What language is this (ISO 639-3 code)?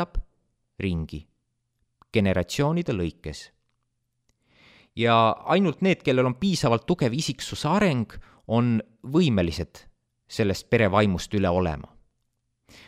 est